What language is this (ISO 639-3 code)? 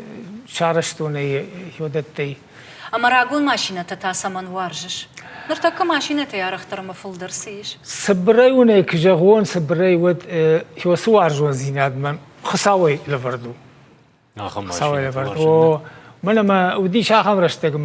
oss